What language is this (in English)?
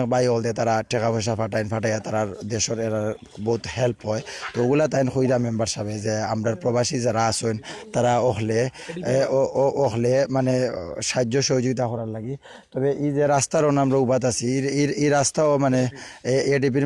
Sylheti